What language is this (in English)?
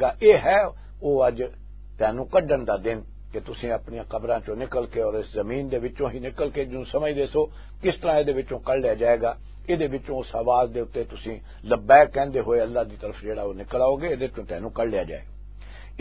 Western Panjabi